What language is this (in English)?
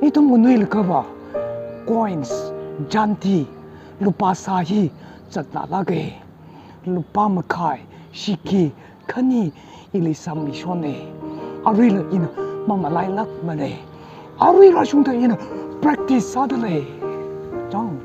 Tangkhul Naga (India)